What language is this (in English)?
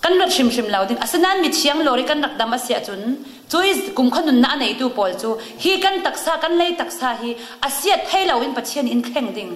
Falam Chin